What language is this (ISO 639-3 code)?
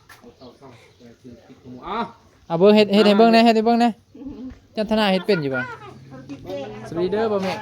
tts